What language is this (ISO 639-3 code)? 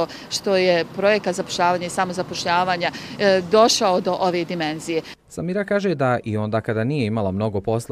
bos